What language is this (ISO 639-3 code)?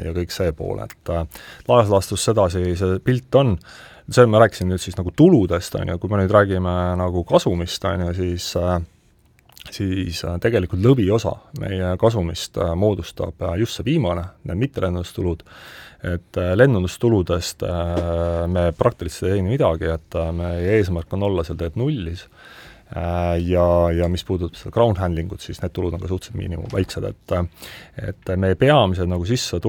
est